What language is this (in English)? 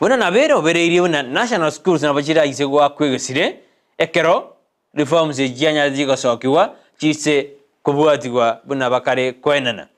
Gusii